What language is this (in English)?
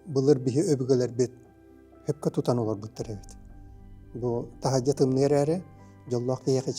Yakut